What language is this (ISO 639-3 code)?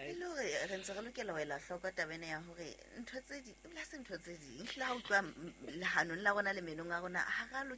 sot